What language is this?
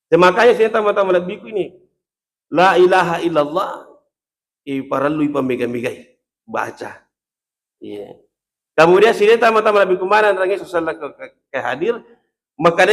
Buginese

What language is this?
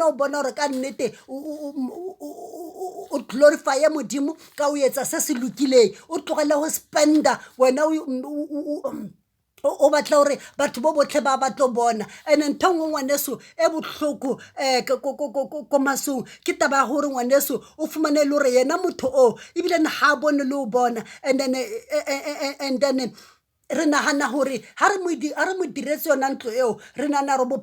Southern Sotho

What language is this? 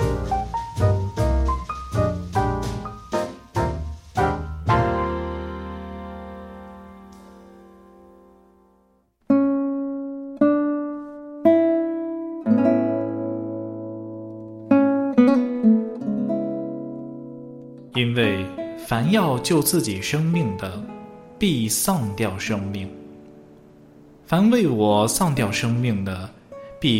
Chinese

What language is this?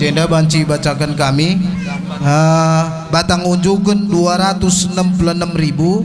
Batak Karo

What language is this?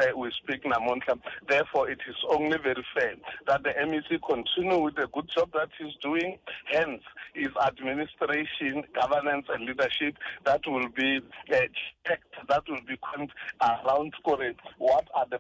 Tsonga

